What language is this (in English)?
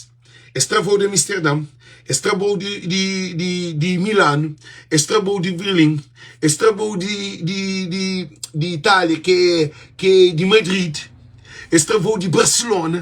Kabuverdianu